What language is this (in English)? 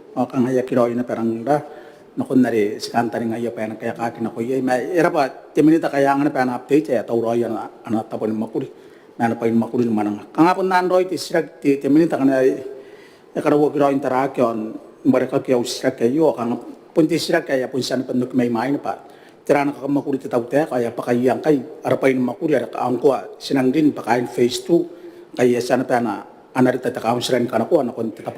Gilbertese